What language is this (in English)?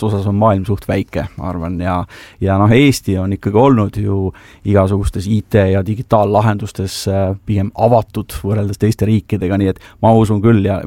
Estonian